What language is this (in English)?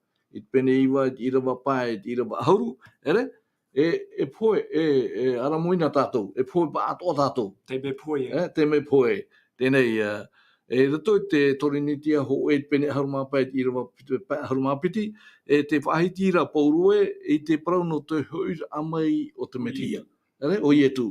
Tahitian